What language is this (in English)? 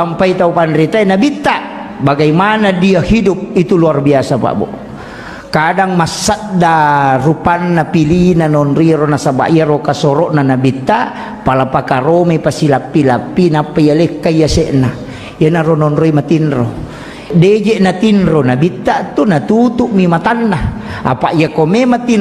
Buginese